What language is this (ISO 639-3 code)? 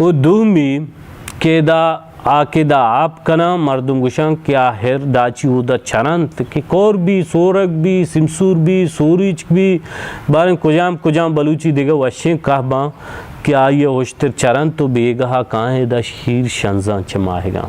bal